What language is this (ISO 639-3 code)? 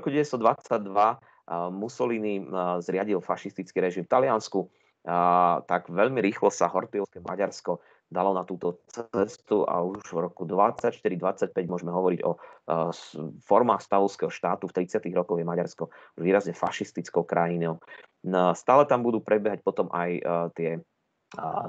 slk